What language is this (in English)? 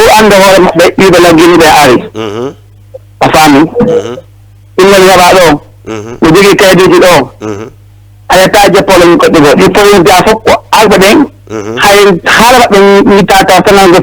Fula